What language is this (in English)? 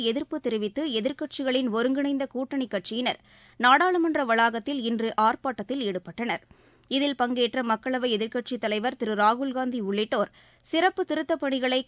Tamil